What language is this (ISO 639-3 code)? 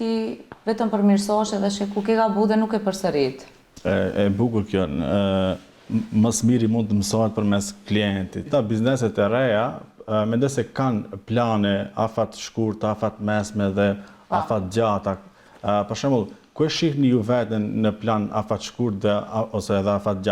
sqi